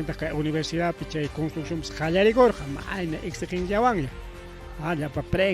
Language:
Ayacucho Quechua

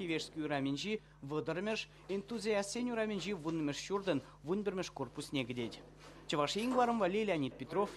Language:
Chuvash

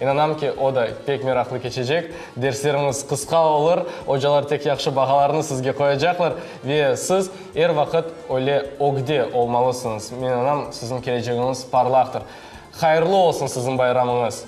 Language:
Crimean Tatar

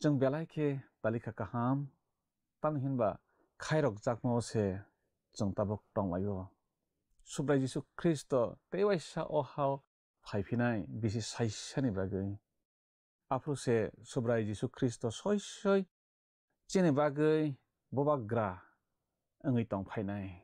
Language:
Kok Borok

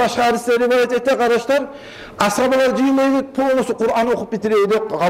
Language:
Kumyk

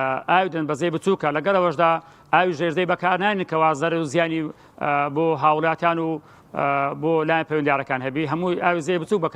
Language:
Central Kurdish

